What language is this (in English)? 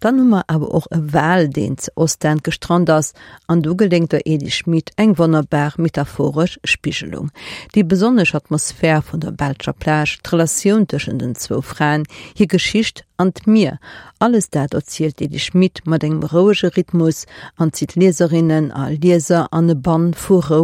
Luxembourgish